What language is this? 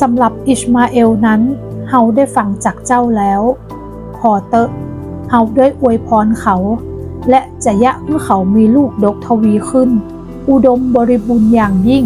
Northern Thai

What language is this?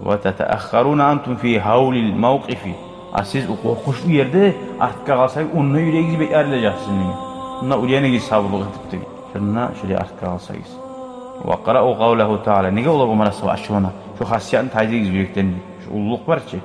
Kumyk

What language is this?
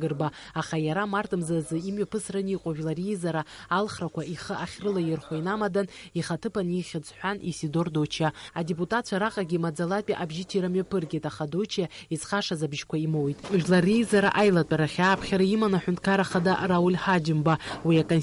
Abkhazian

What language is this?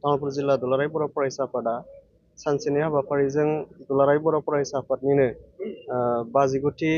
Bodo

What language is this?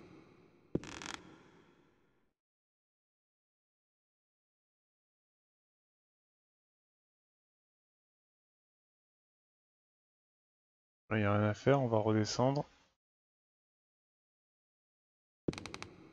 French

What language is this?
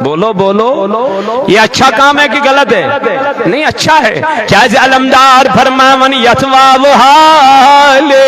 Kashmiri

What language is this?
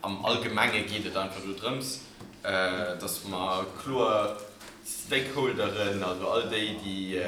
Luxembourgish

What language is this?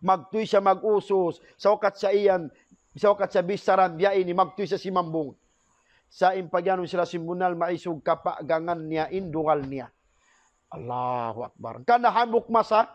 Tausug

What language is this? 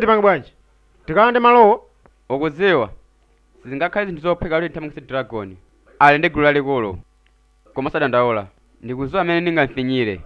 Nyanja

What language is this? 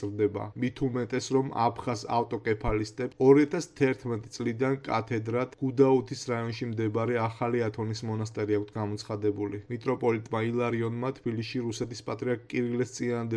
Georgian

